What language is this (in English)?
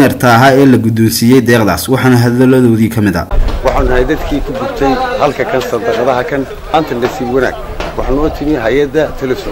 Somali